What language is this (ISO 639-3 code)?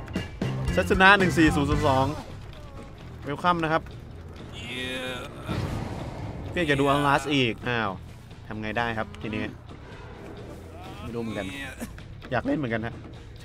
tha